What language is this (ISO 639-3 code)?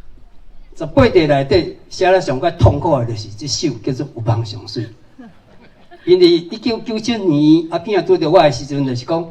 nan